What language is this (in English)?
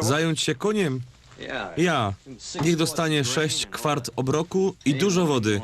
Silesian